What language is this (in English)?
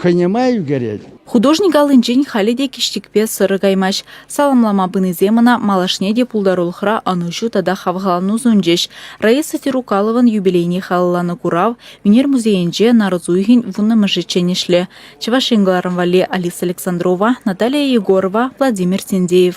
Chuvash